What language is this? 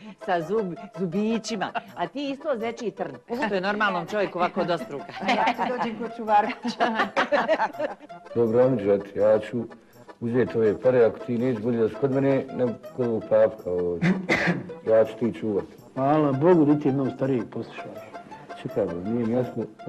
Bosnian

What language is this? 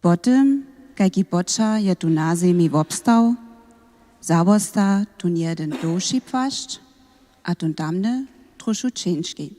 Upper Sorbian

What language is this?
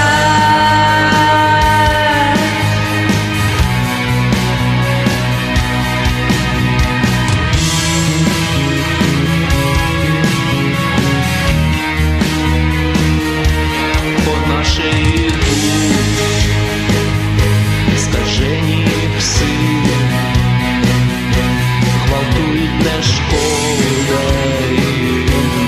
Ukrainian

